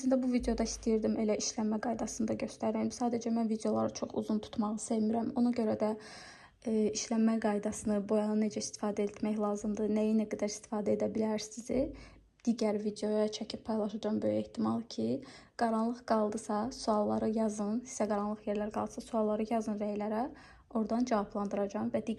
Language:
Azerbaijani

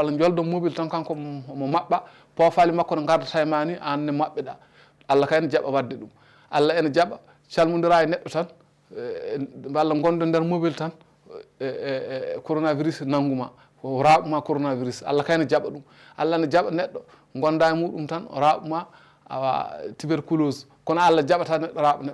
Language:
Fula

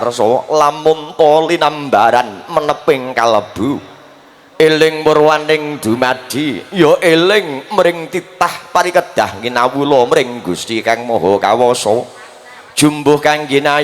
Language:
Javanese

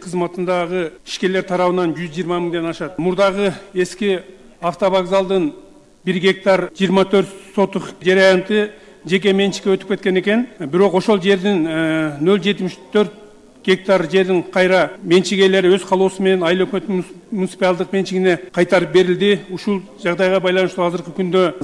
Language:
Kyrgyz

